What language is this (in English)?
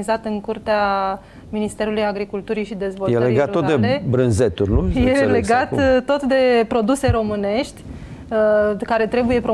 Romanian